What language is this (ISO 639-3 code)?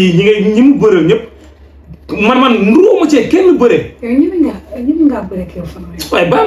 wol